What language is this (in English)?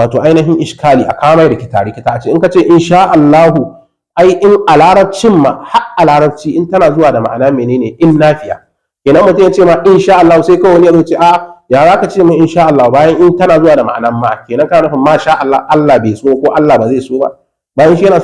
Hausa